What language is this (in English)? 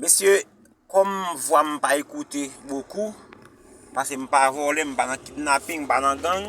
Haitian Creole